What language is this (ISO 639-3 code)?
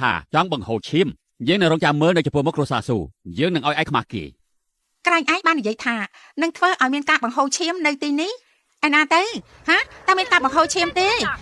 khm